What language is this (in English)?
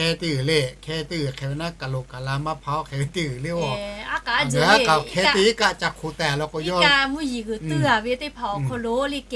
Lahu